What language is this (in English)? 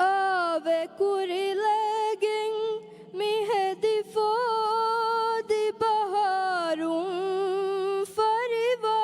Divehi